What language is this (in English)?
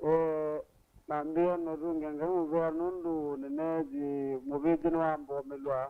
Kamba